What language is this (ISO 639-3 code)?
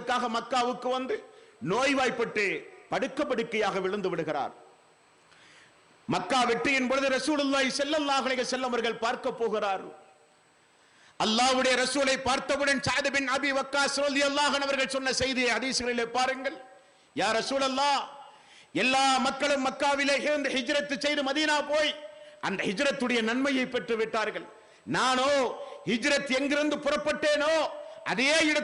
tam